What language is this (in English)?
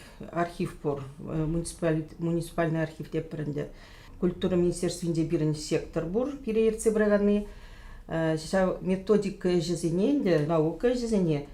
Chuvash